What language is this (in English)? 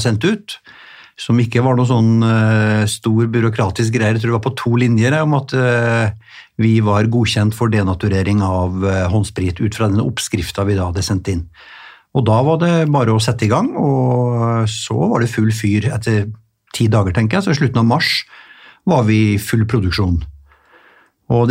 Norwegian